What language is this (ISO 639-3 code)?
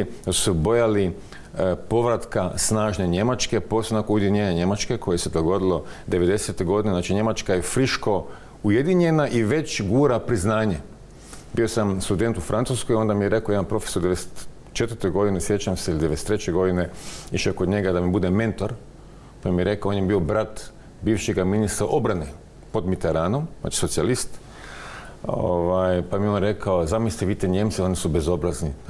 hrv